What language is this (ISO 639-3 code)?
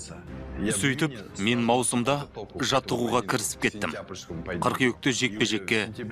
kaz